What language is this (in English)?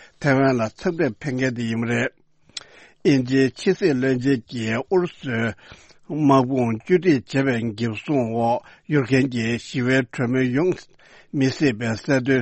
Tibetan